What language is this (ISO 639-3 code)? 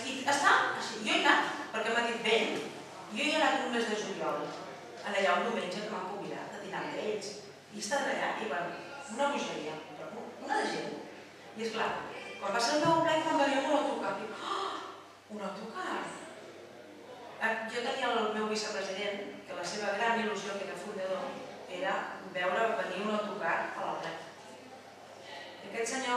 cat